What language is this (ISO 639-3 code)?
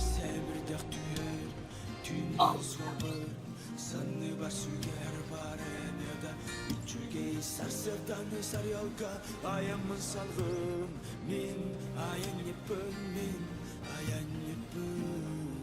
sah